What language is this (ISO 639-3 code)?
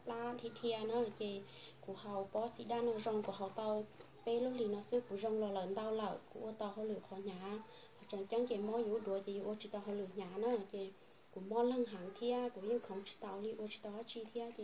hmn